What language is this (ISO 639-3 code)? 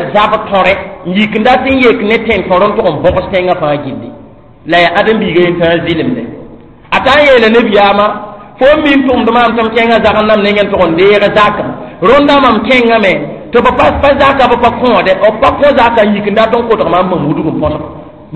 mos